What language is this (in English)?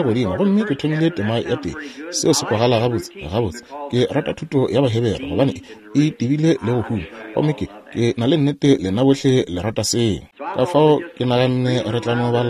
Northern Sotho